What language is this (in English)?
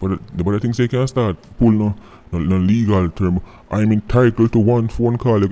Jamaican Creole English